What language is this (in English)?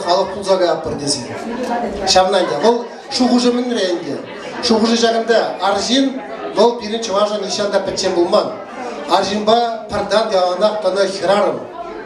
Chuvash